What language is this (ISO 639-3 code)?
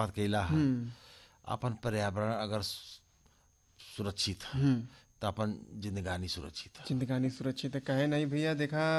bho